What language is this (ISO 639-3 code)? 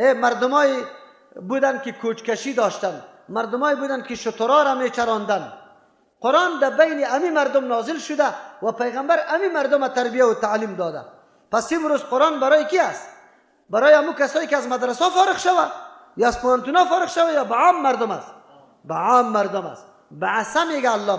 fas